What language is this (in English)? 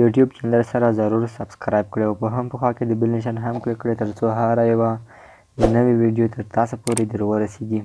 Pashto